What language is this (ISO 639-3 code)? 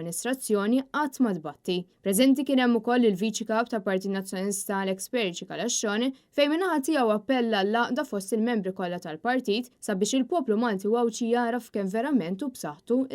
mlt